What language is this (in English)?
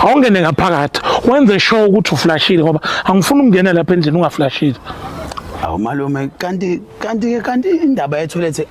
Zulu